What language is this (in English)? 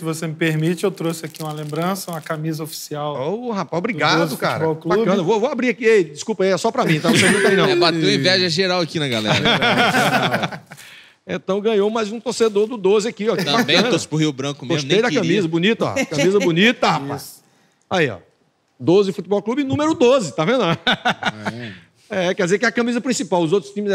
Portuguese